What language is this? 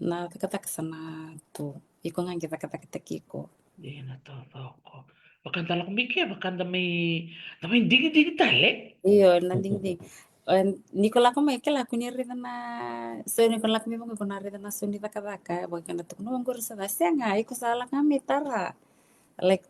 Fijian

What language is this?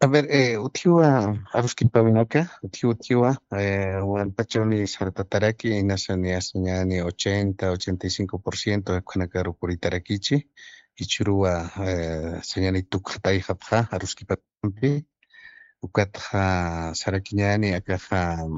Aymara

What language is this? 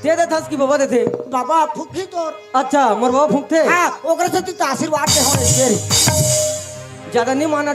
Chhattisgarhi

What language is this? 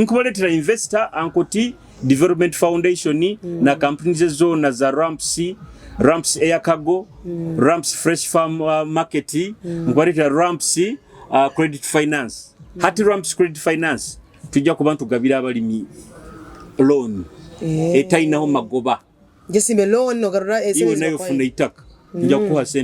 Nyoro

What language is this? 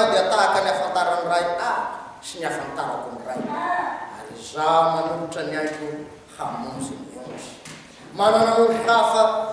Malagasy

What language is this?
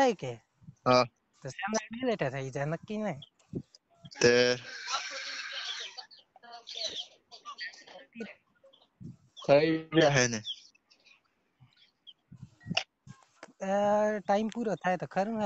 Gujarati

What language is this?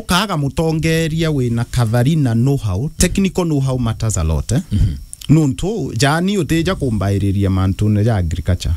Meru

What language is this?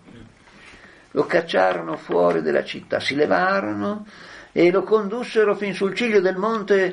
Italian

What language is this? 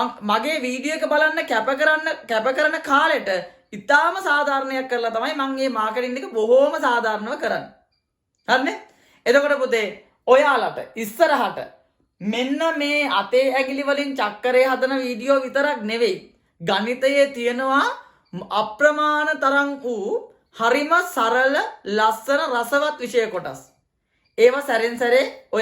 Sinhala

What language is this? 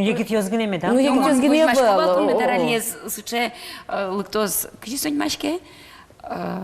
Udmurt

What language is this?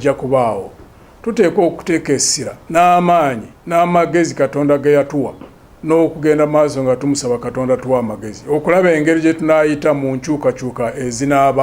Ganda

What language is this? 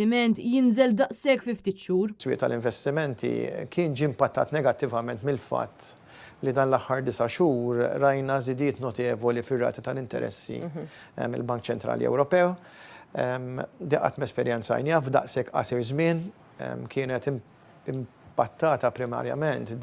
Maltese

